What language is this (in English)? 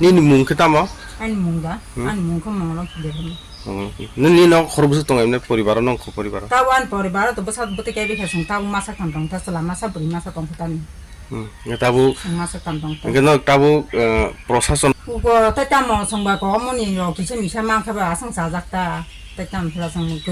Riang (India)